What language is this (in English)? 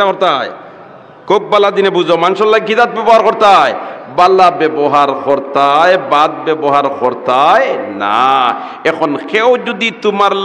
Sylheti